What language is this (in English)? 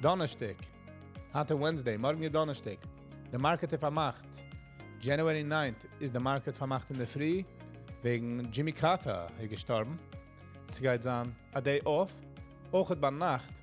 Yiddish